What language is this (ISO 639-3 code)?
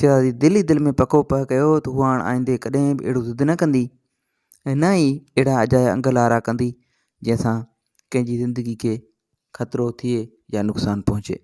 snd